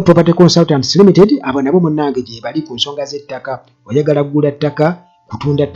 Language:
Ganda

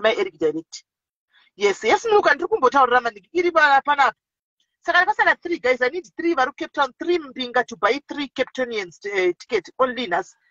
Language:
Shona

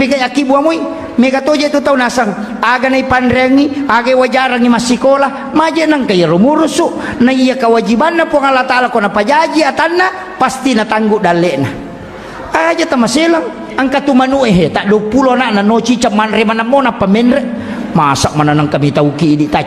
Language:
Buginese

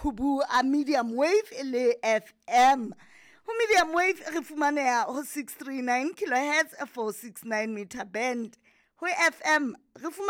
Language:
Southern Sotho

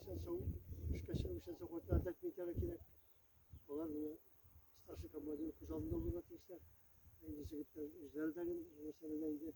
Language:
Tatar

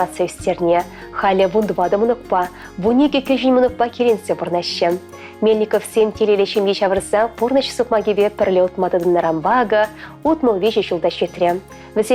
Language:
Chuvash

